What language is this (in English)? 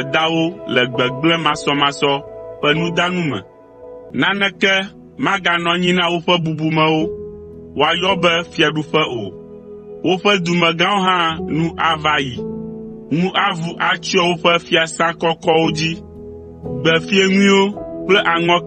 Ewe